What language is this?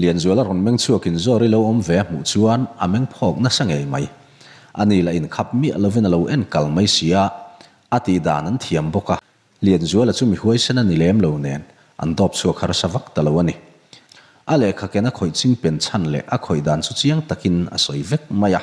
Mizo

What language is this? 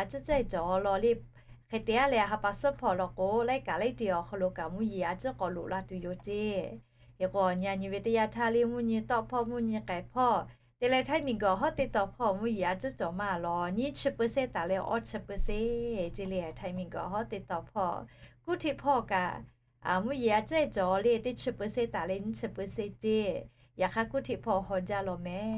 Lahu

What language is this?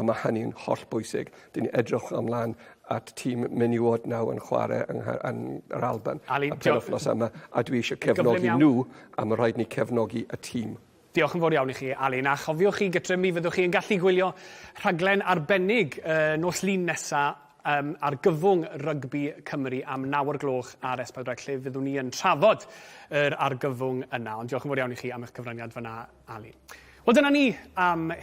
Welsh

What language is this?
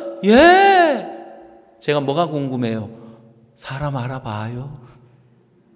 Korean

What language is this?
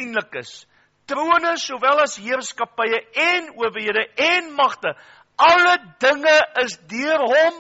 Afrikaans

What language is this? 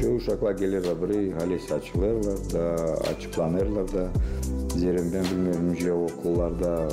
Gagauz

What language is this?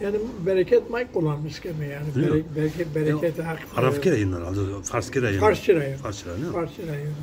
Zaza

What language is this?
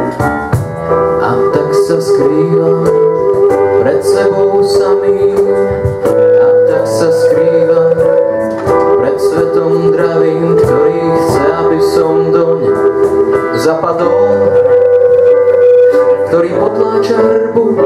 Slovak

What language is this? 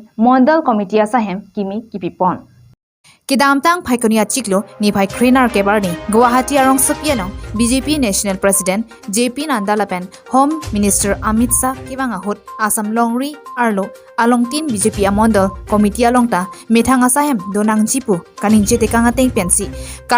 Karbi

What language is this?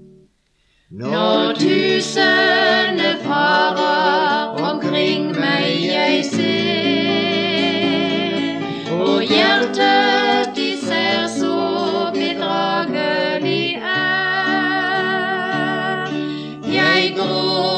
Norwegian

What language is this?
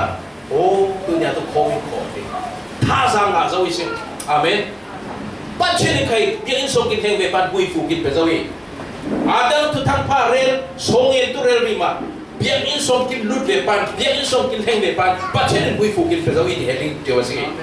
Falam Chin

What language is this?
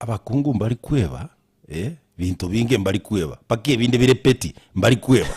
Gusii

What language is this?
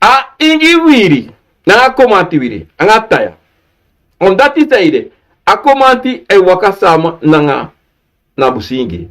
Sranan Tongo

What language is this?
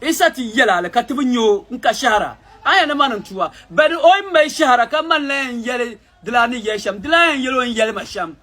Dagbani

